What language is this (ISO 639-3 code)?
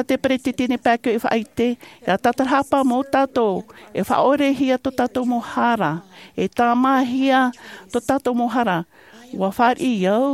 tah